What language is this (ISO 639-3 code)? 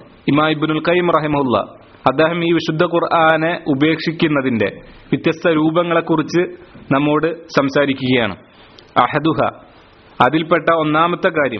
mal